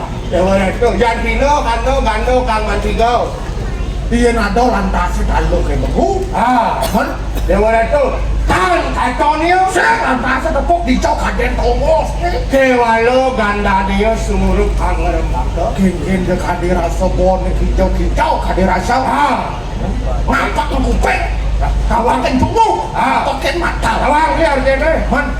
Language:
Balinese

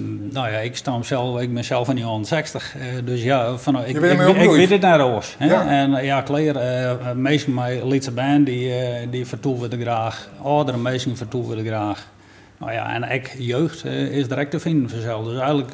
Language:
Western Frisian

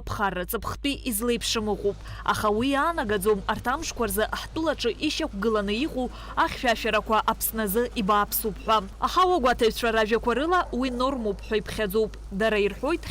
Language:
Abkhazian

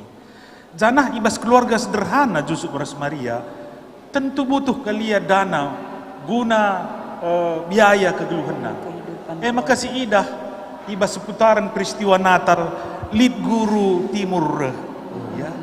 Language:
Batak Karo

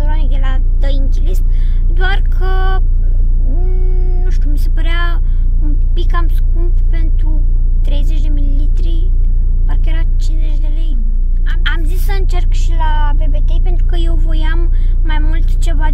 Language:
Romanian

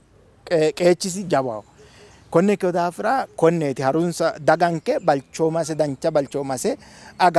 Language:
Sidamo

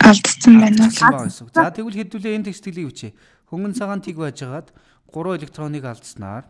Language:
Mongolian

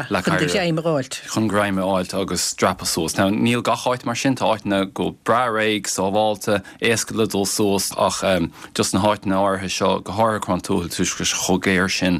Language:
Irish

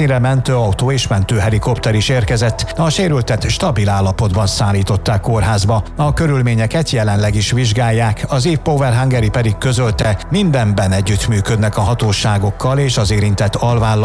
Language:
Hungarian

